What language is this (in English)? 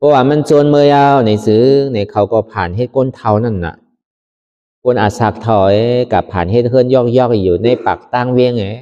Shan